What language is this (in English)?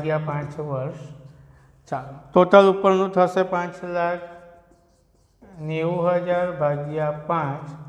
Gujarati